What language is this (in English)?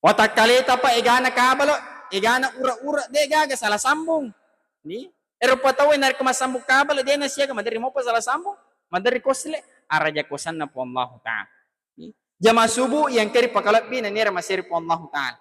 Buginese